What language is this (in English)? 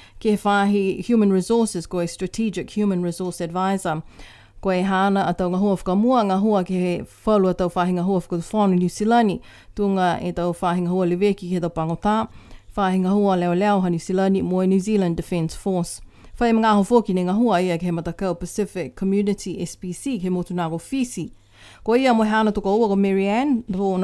Niuean